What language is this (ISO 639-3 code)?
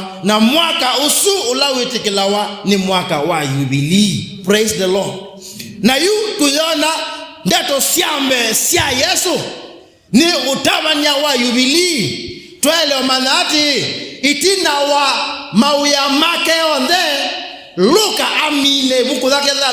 kam